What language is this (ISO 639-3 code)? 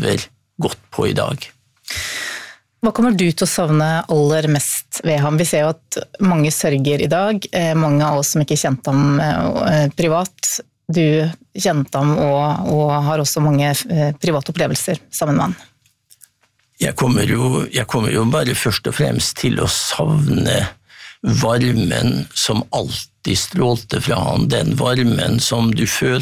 nor